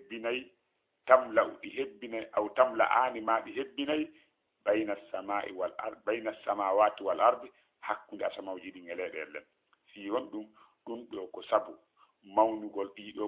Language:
Fula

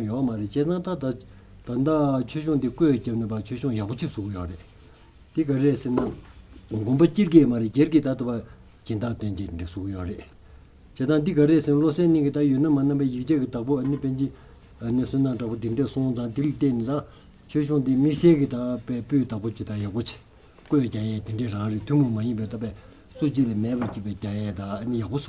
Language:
Tibetan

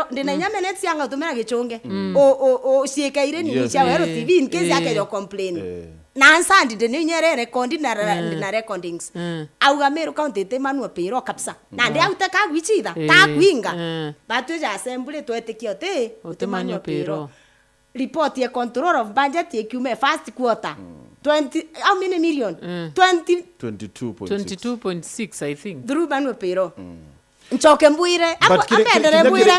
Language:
Meru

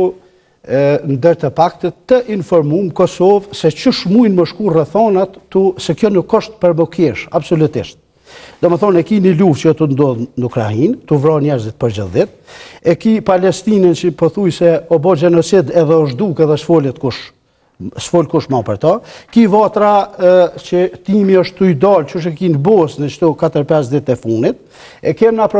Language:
Albanian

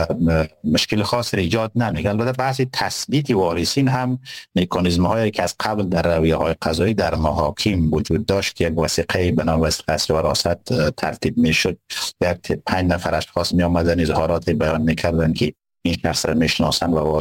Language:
Persian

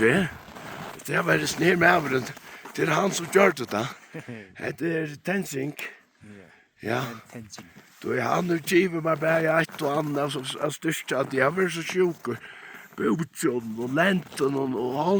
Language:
Faroese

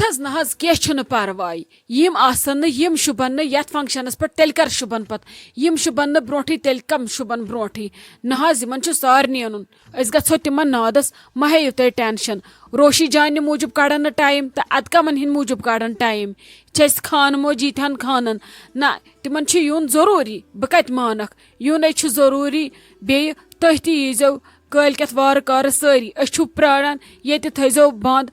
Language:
Kashmiri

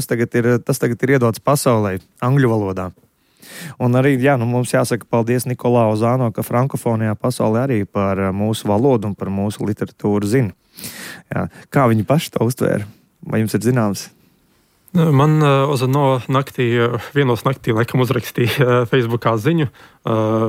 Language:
Latvian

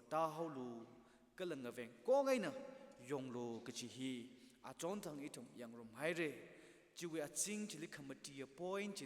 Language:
Tangkhul Naga (India)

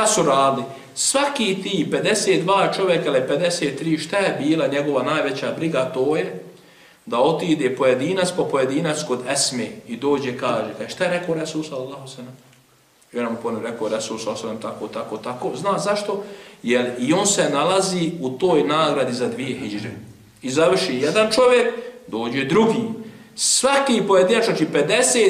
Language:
Bosnian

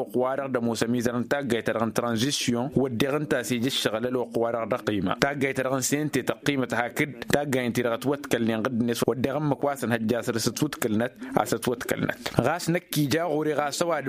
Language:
Tamasheq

